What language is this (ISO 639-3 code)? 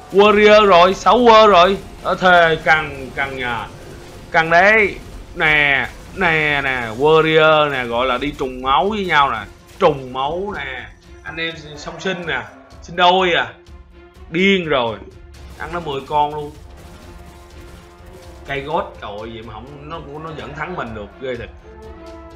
vie